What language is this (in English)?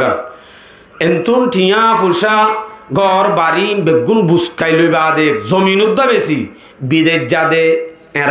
Rohingya